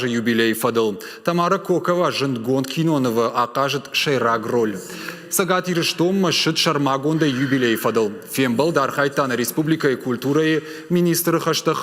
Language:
Ossetic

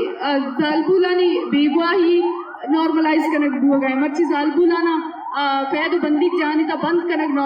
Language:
Eastern Balochi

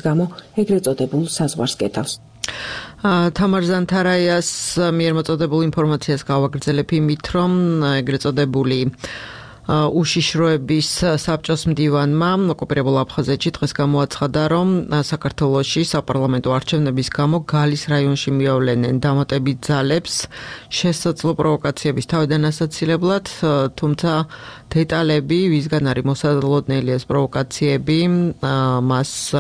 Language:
Georgian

